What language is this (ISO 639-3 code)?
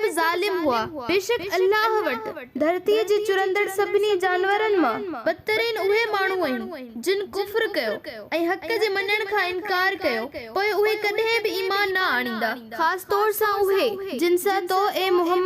snd